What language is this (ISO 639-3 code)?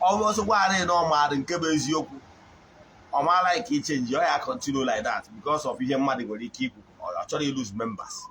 ibo